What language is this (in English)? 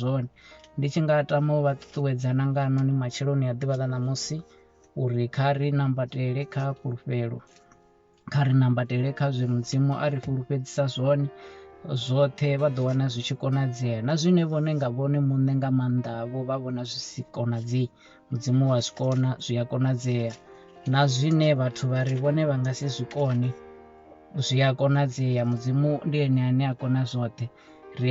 Venda